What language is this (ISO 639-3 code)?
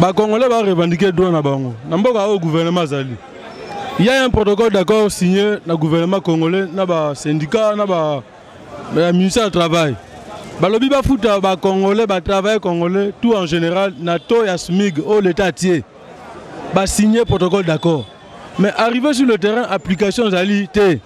lin